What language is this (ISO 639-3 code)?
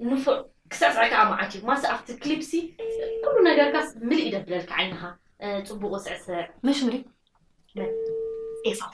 tir